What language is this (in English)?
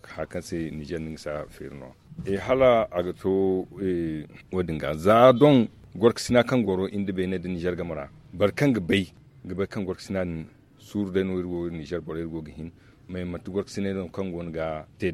Zarma